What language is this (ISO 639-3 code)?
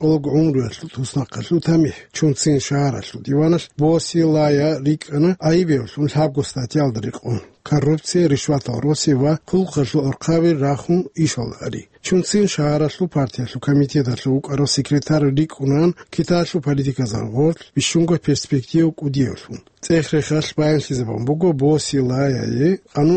ava